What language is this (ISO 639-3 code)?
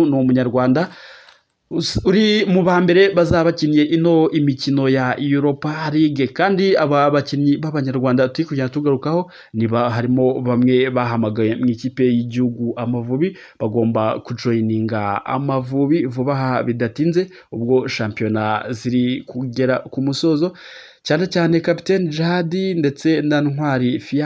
kin